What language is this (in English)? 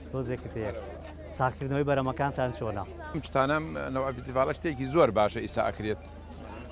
Central Kurdish